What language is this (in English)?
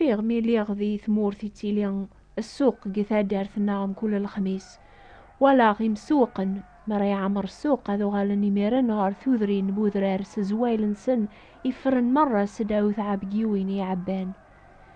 Kabyle